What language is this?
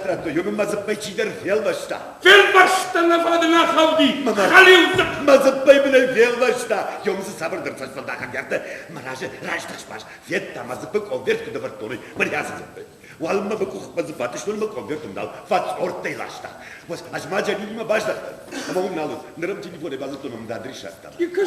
Ossetic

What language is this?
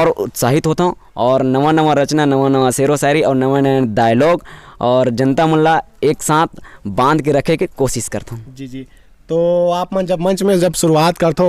Chhattisgarhi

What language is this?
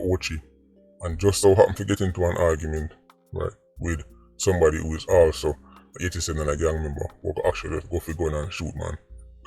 Jamaican Creole English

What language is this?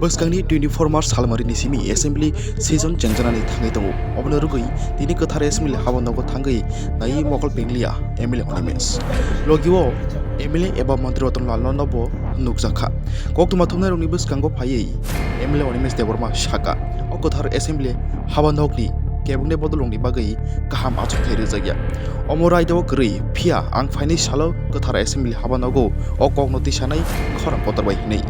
Kok Borok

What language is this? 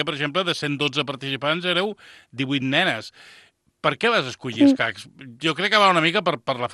Catalan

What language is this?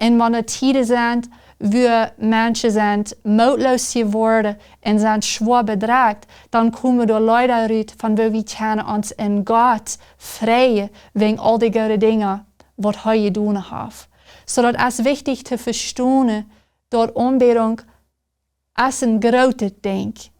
Plautdietsch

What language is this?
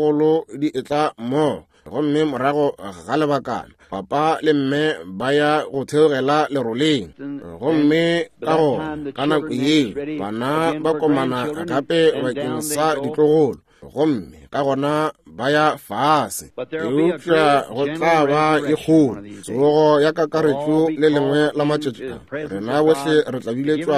Northern Sotho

